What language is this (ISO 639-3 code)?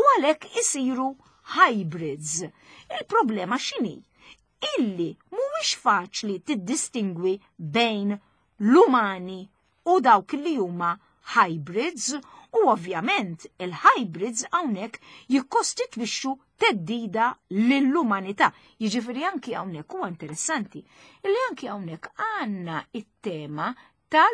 mlt